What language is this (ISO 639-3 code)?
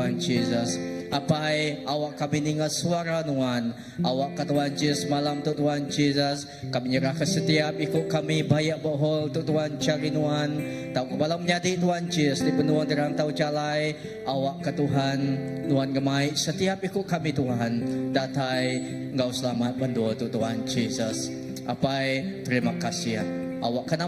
iba